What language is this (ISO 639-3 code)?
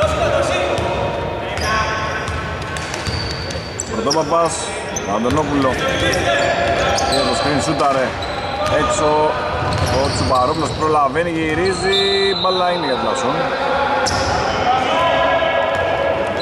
ell